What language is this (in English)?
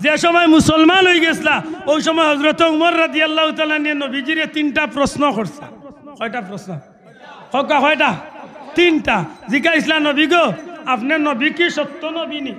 Sylheti